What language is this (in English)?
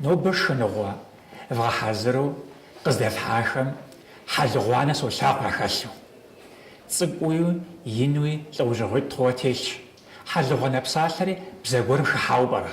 Kabardian